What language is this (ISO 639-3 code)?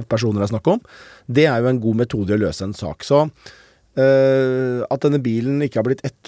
nor